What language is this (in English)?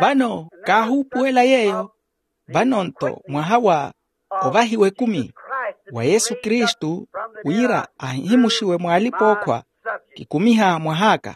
Makhuwa